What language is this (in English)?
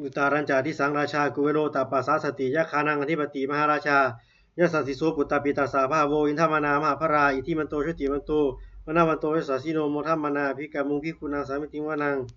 Pali